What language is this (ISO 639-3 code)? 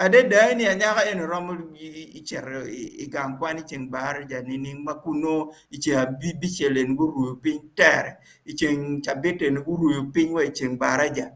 ach